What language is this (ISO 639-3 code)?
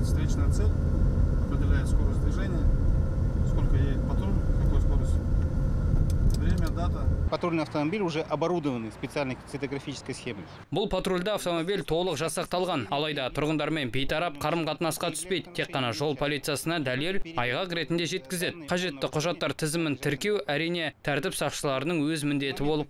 kaz